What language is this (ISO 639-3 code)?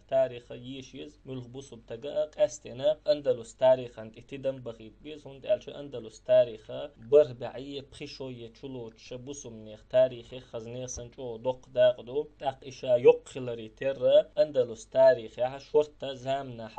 che